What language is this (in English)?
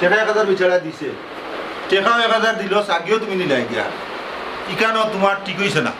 Sylheti